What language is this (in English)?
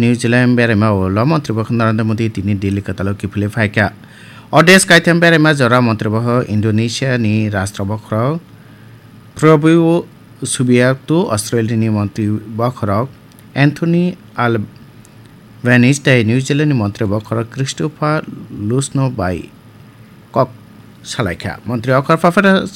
Kok Borok